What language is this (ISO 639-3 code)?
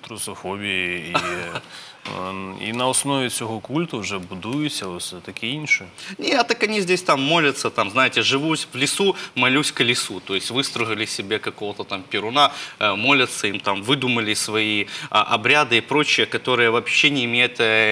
rus